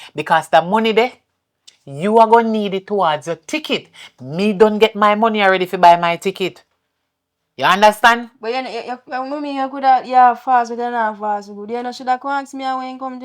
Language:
Jamaican Creole English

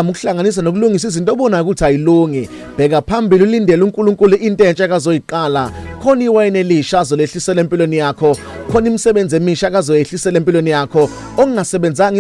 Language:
Zulu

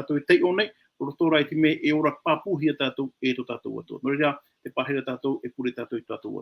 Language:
Tahitian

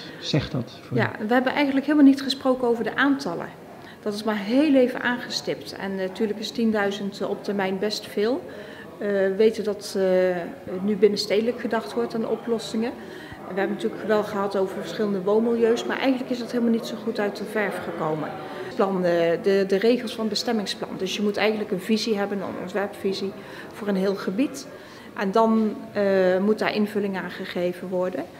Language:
Dutch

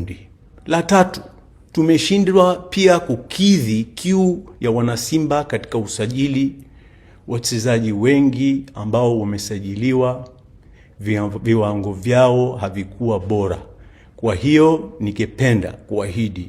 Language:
Swahili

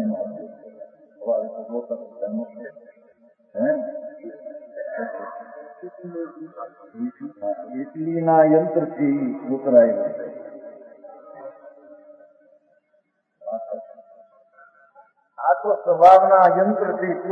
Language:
Gujarati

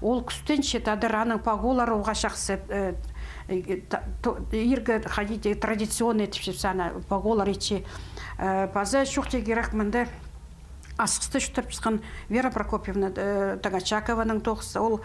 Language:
Khakas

